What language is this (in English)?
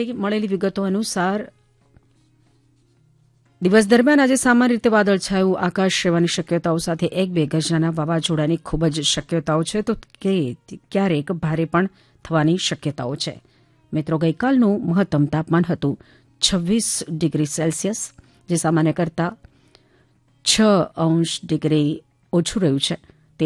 Gujarati